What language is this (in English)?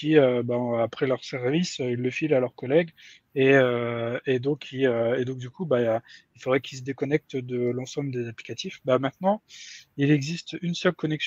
French